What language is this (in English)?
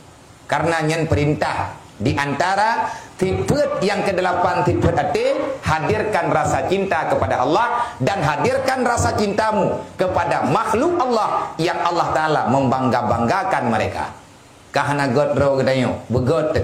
Achinese